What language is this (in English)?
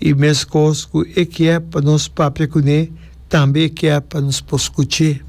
Papiamento